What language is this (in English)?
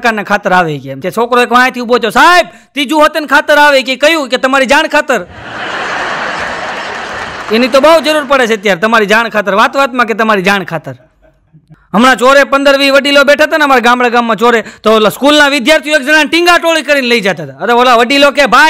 Gujarati